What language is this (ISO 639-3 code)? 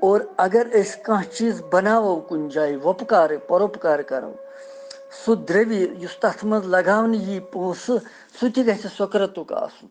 kas